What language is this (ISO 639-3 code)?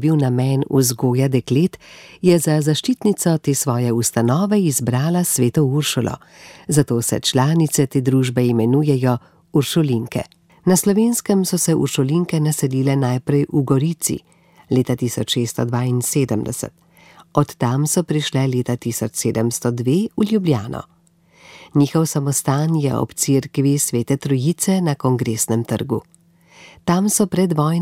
slv